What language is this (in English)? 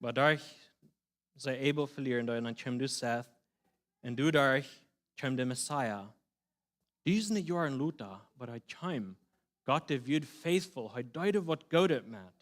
Plautdietsch